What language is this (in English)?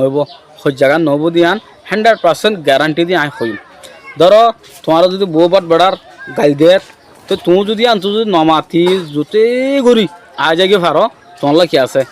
Rohingya